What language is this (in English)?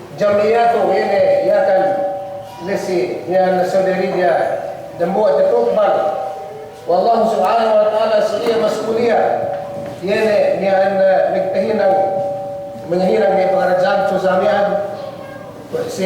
Yakan